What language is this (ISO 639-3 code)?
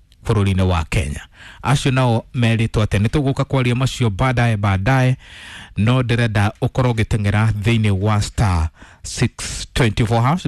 kik